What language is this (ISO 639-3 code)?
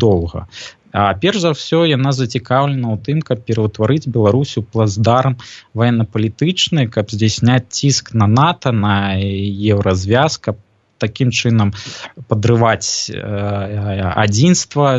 bel